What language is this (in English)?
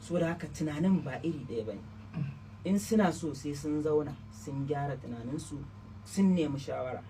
Hausa